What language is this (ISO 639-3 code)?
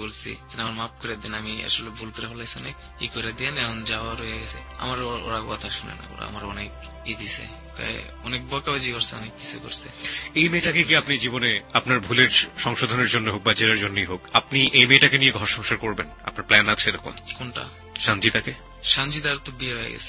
ben